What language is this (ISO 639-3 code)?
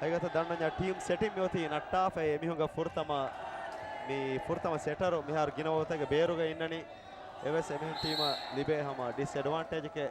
div